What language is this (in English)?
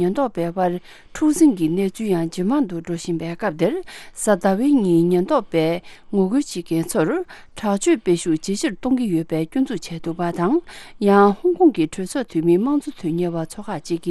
Tibetan